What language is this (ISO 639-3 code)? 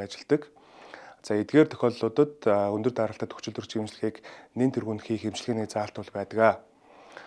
mon